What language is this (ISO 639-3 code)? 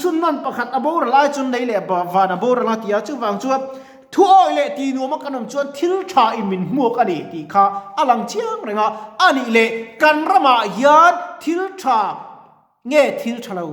lus